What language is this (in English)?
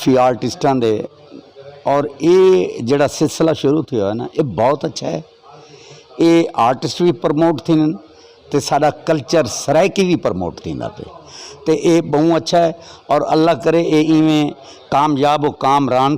Saraiki